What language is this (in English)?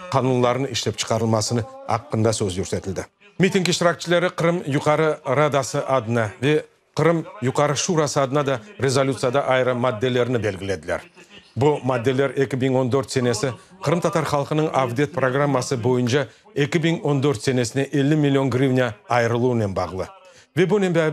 Crimean Tatar